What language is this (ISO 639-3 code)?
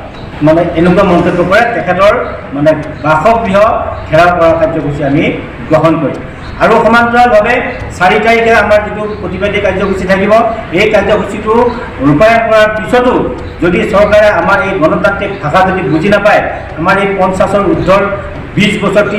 asm